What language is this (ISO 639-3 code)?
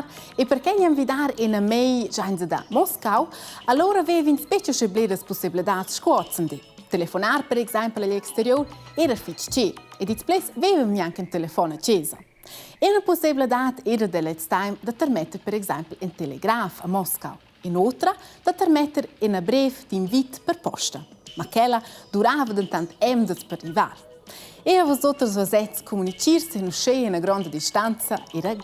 roh